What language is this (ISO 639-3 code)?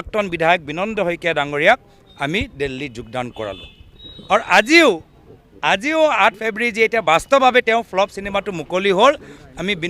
asm